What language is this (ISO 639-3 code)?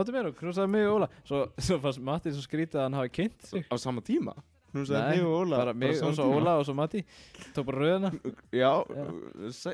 isl